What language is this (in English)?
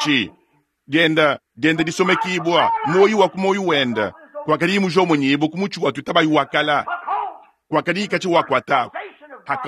Luba-Lulua